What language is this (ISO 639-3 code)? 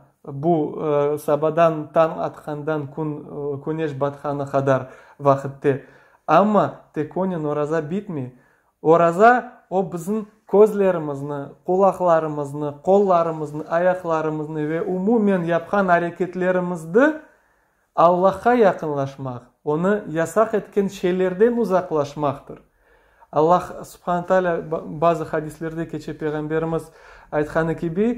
crh